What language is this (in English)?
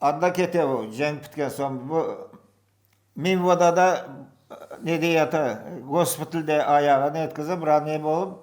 Crimean Tatar